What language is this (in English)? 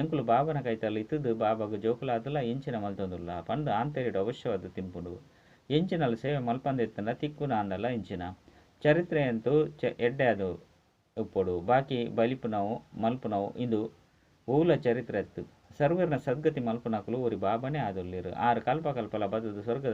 Tulu